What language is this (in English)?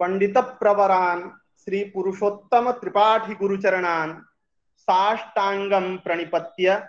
Sanskrit